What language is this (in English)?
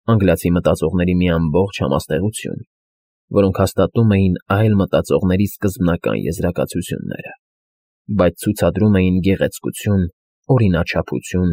Armenian